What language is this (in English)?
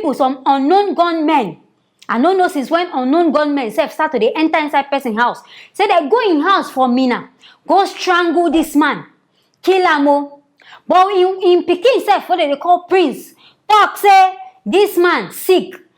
Nigerian Pidgin